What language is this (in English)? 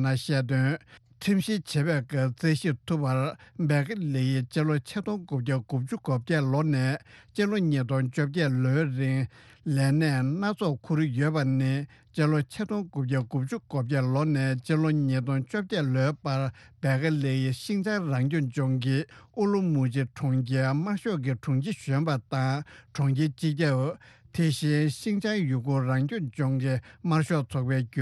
Tibetan